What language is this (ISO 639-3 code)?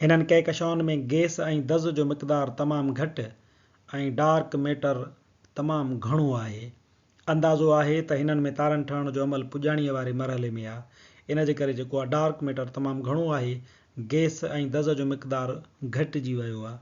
snd